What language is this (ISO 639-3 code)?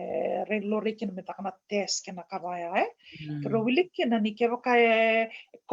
fij